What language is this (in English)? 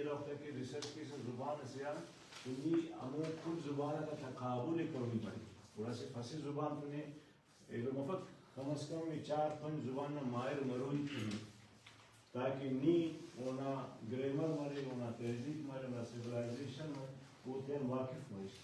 Brahui